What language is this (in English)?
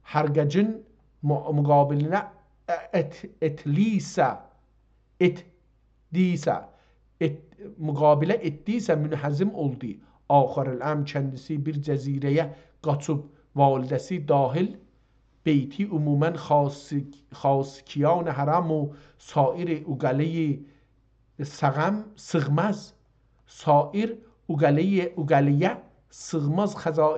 South Azerbaijani